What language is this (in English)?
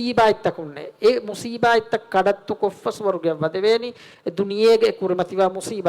Divehi